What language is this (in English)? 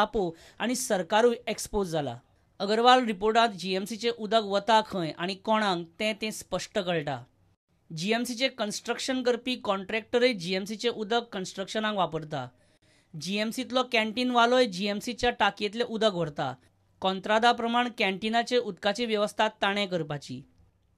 Konkani